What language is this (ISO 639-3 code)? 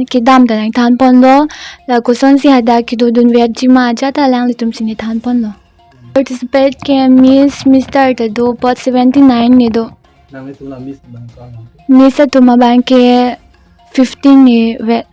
mjw